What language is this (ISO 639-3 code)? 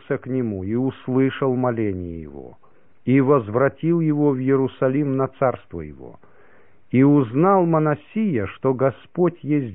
rus